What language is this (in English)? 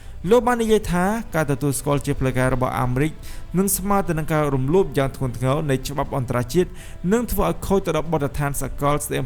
Khmer